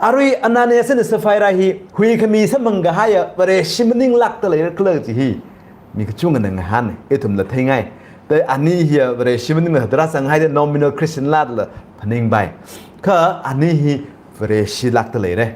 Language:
Tangkhul Naga (India)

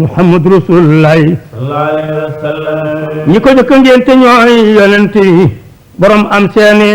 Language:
Wolof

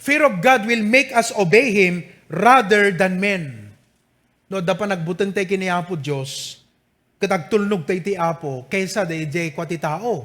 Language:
Iloko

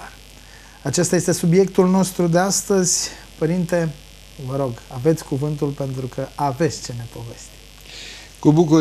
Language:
Romanian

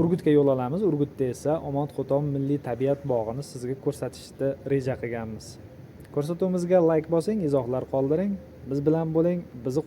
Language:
Uzbek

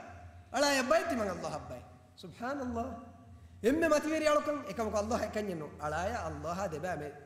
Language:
Divehi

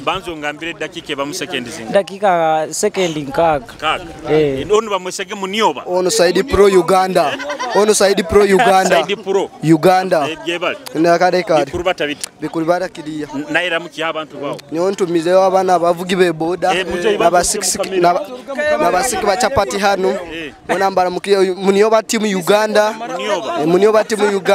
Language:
Nyoro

